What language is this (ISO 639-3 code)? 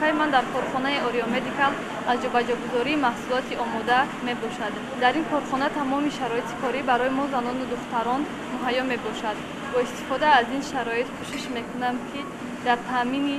tgk